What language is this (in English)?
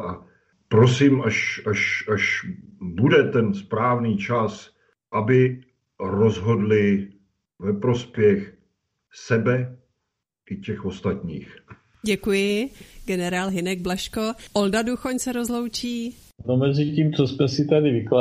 Czech